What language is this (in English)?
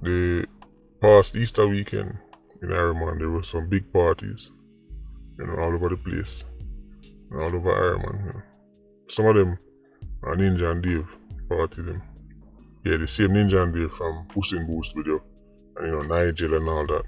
Jamaican Creole English